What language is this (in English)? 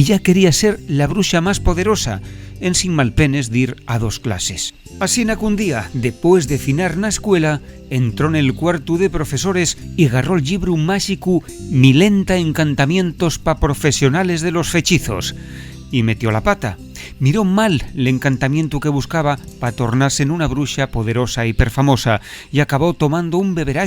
Asturian